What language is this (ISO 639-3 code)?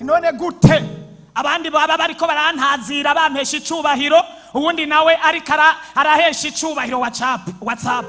run